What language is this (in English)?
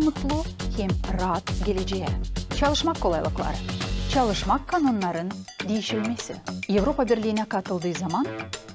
Gagauz